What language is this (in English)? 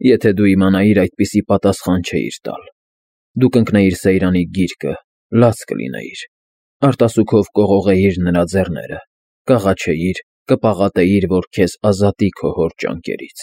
Armenian